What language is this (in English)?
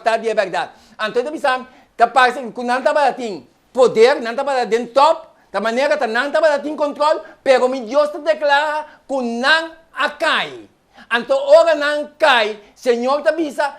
Papiamento